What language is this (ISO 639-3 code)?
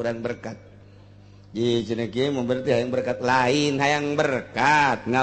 sun